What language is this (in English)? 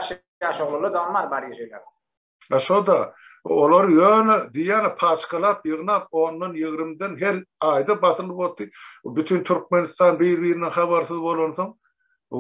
Turkmen